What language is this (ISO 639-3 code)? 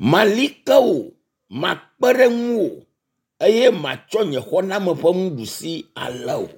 ewe